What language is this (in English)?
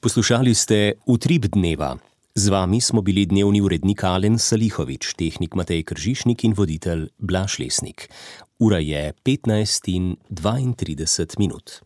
Slovenian